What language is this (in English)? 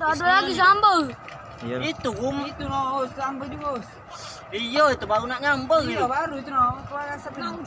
Musi